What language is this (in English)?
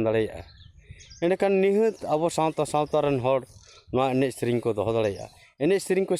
Santali